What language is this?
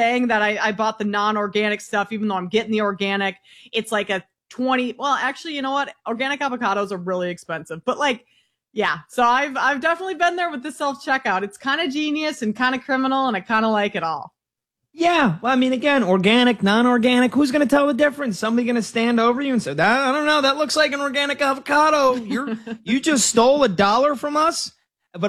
English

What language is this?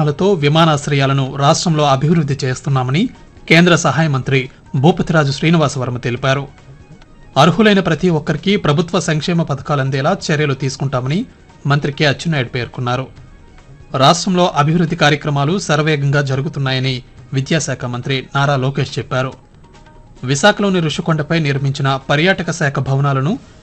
Telugu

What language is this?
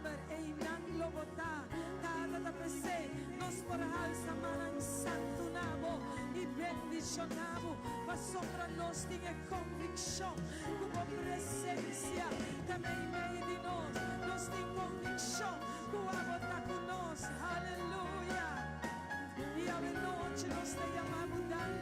Papiamento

